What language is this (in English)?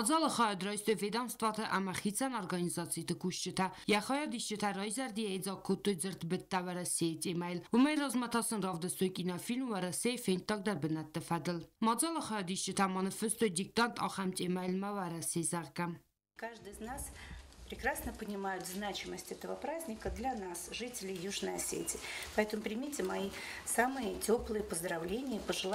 Ossetic